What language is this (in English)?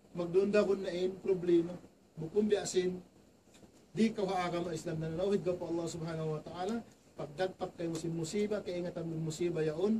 Tausug